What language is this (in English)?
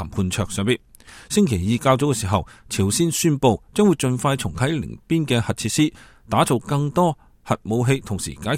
Cantonese